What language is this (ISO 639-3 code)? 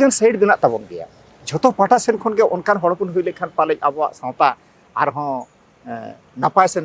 sat